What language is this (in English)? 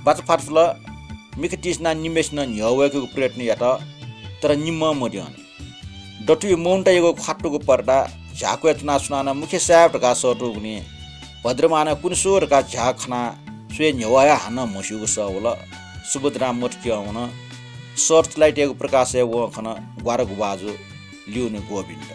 Newari